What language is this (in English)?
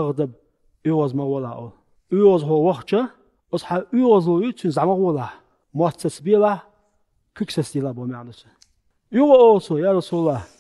Chechen